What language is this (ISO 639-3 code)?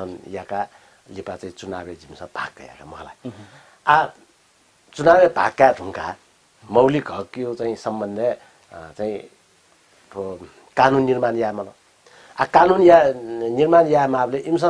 new